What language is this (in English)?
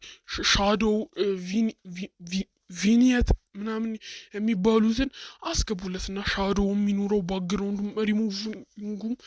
Amharic